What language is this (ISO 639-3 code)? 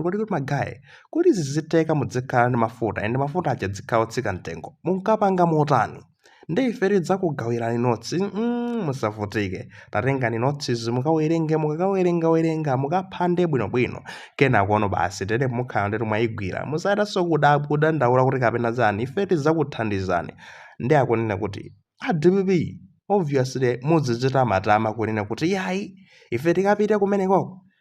nya